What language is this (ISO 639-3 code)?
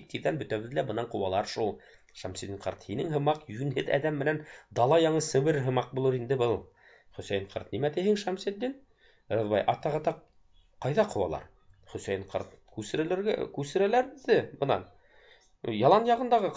bak